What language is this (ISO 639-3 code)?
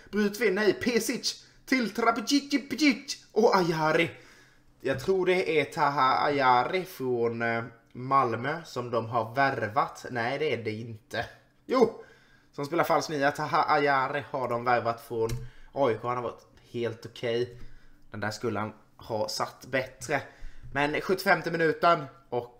swe